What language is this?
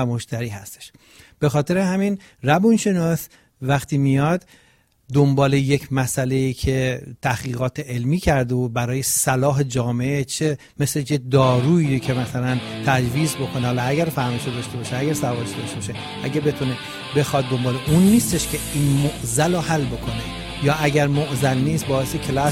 Persian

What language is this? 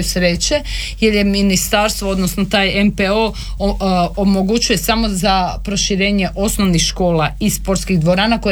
Croatian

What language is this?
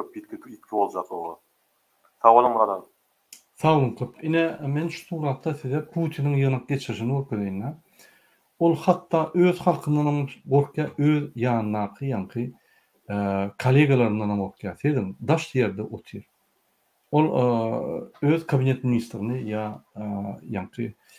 Turkmen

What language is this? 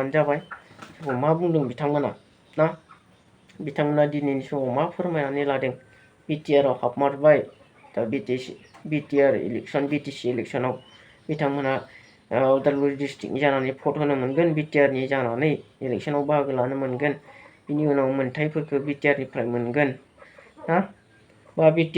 Bodo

